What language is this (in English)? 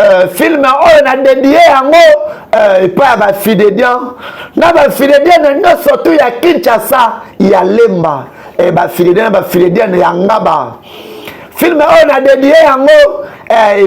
Lingala